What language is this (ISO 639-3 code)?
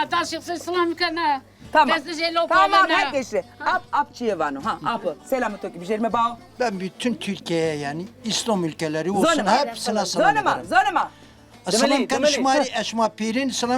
zza